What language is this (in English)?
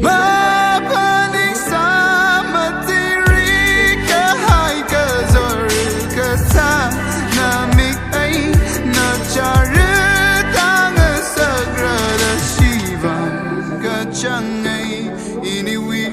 Tangkhul Naga (India)